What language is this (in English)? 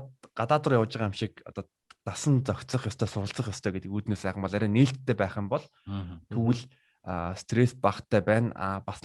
Mongolian